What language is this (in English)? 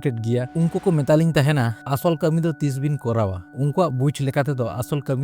Santali